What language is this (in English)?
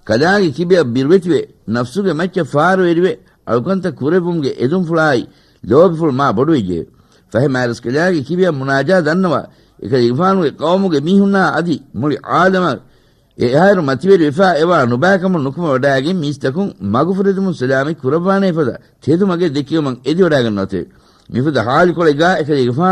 Divehi